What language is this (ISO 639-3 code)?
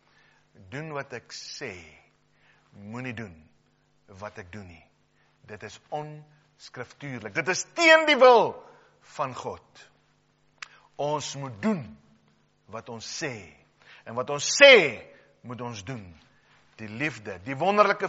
afr